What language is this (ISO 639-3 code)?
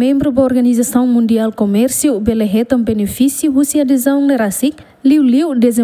tet